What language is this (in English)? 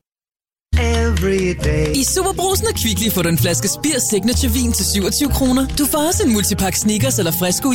Danish